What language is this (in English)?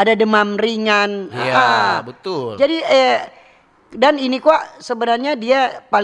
Manado Malay